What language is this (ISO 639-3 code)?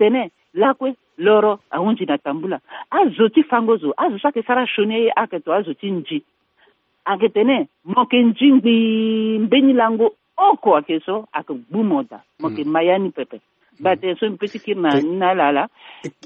sag